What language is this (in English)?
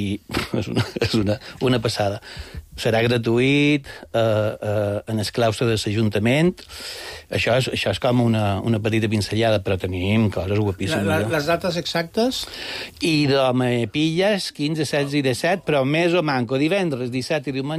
Catalan